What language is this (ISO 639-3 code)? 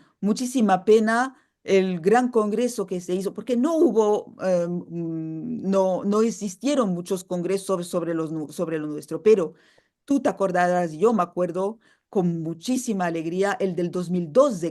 lad